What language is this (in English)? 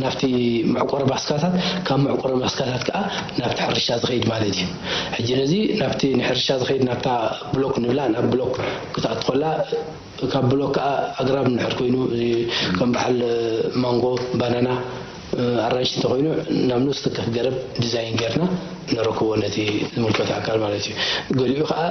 Tigrinya